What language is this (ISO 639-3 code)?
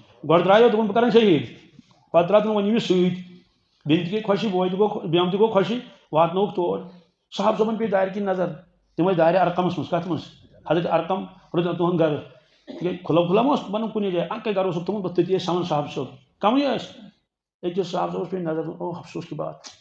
kas